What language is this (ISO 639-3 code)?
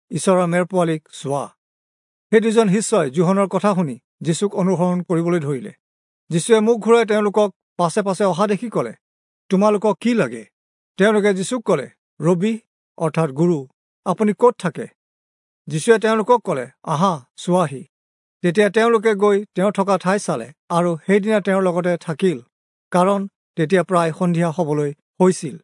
asm